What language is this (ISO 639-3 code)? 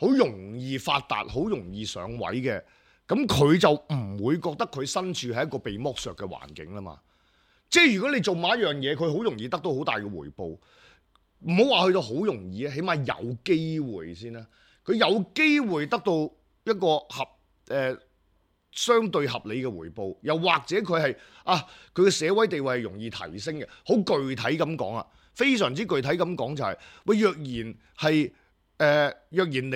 yue